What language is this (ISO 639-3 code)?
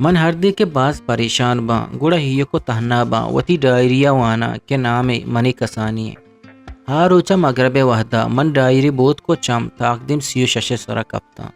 bgp